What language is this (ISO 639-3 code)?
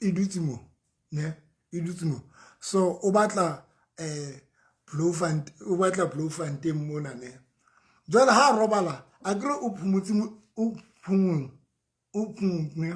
sot